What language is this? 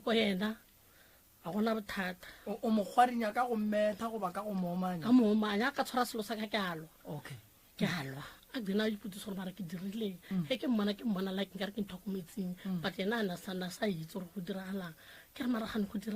Northern Sotho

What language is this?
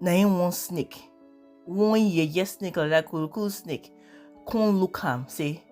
Nigerian Pidgin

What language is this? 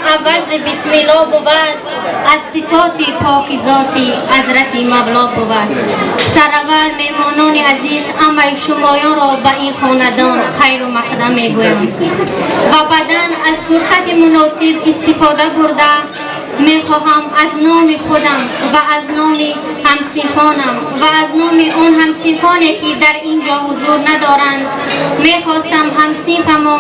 Tajik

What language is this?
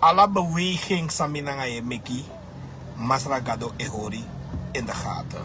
Sranan Tongo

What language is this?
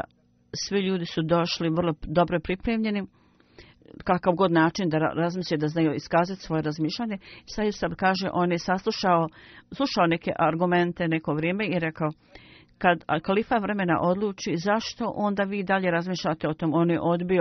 Bosnian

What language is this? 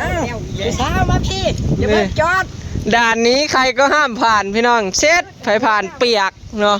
Northeastern Thai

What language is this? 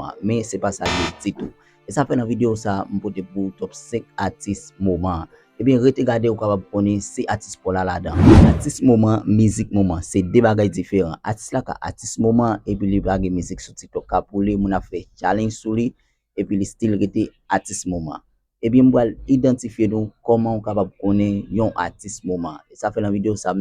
Haitian Creole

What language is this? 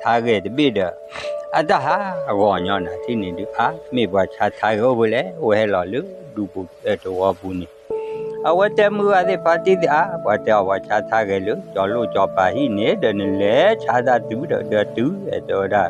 S'gaw Karen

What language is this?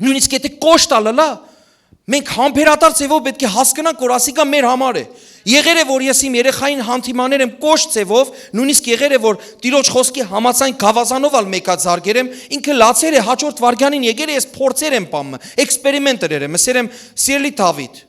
Western Armenian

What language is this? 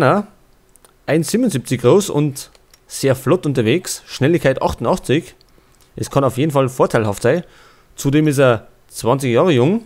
Bavarian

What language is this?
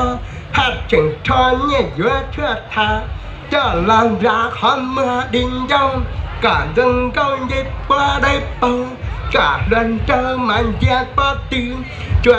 Hmong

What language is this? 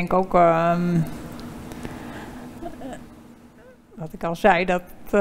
Dutch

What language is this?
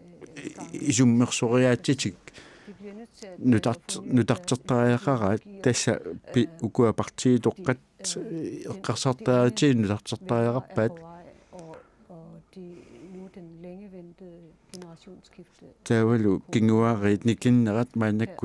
Kalaallisut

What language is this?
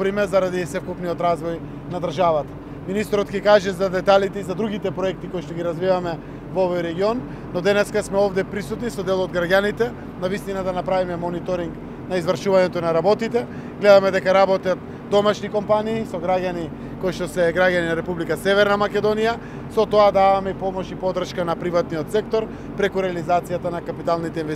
Macedonian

